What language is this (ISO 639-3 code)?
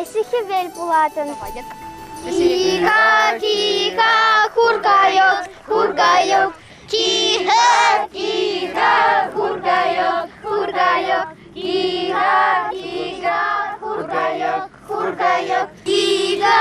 chv